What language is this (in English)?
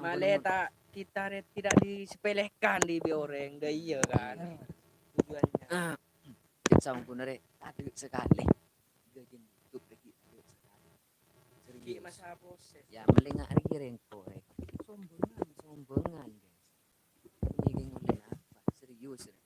Madurese